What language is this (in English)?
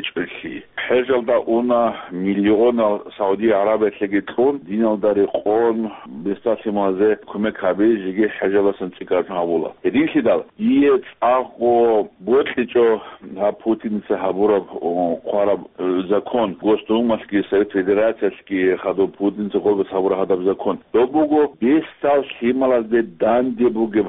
Avaric